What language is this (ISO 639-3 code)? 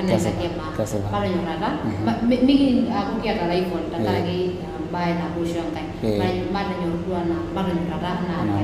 mas